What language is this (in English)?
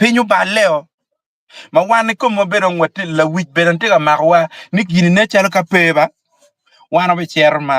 Acoli